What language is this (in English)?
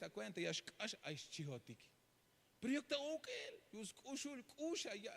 Tzeltal